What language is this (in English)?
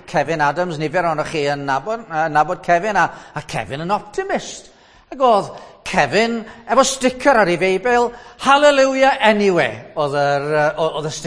Welsh